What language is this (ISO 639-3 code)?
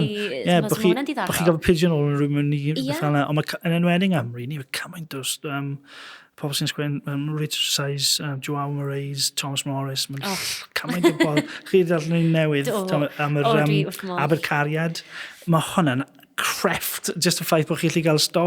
cym